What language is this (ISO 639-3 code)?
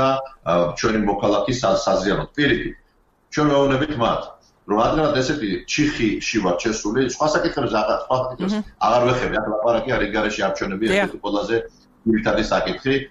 kat